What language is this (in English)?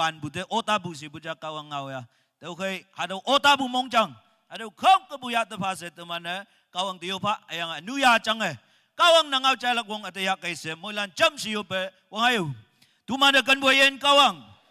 Naga Pidgin